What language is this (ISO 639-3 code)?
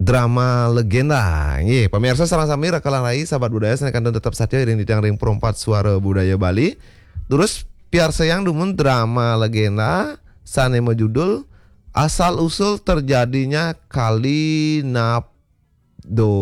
ban